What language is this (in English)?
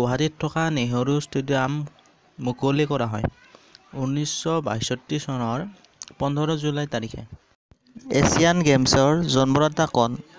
Assamese